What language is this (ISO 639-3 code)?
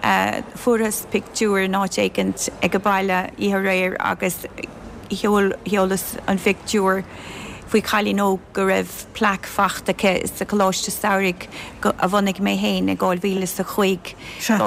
gle